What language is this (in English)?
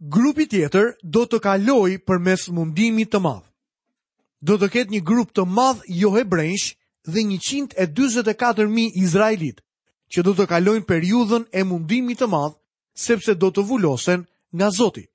Albanian